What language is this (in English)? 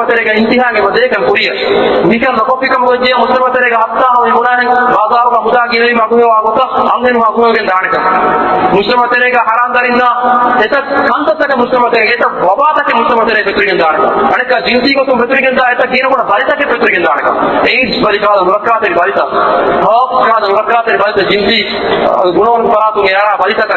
Divehi